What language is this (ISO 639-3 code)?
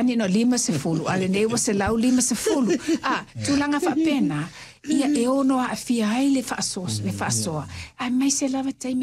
smo